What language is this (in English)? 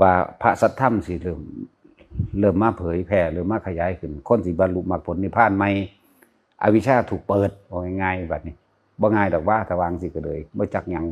Northeastern Thai